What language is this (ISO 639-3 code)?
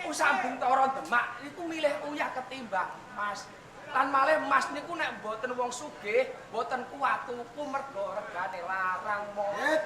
jav